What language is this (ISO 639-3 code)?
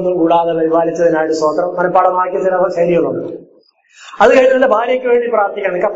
mal